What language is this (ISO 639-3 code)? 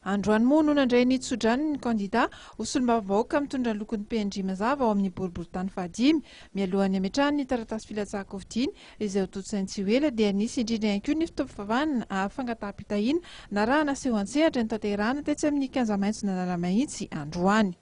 mlg